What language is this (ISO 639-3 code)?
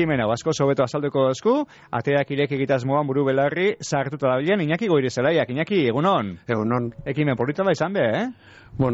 eus